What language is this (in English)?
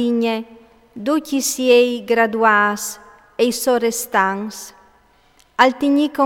Friulian